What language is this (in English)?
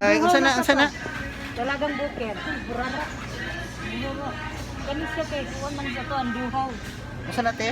Cebuano